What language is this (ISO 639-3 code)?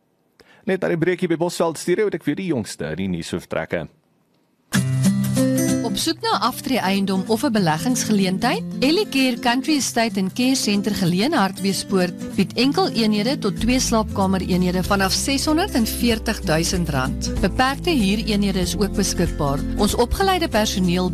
afr